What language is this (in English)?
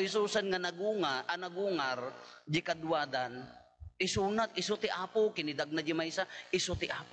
Iloko